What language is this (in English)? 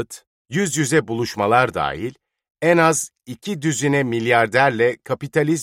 Turkish